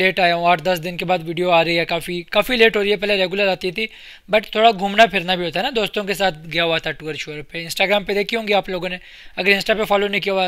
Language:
Hindi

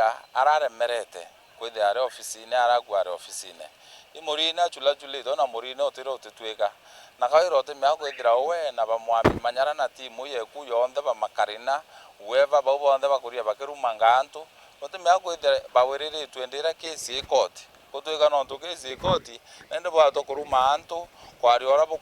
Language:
Meru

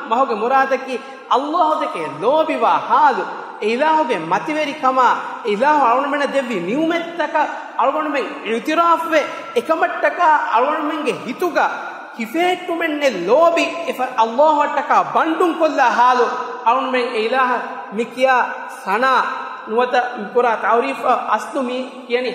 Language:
Divehi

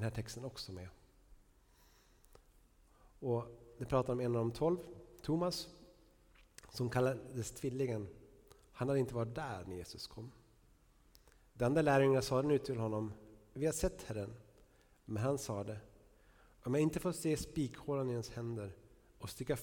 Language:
Swedish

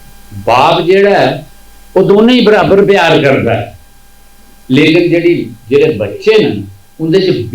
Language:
Dogri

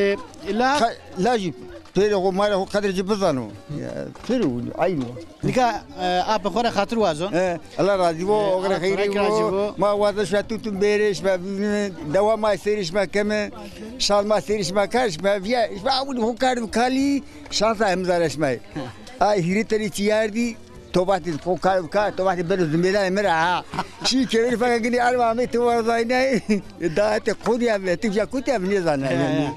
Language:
Zaza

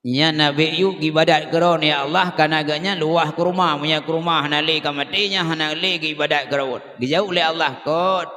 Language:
Achinese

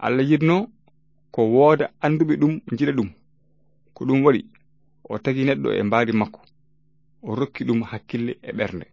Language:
Fula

